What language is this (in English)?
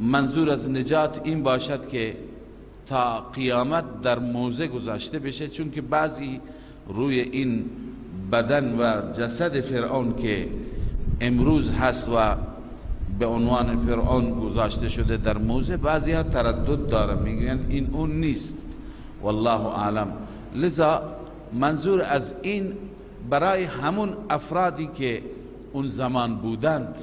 Persian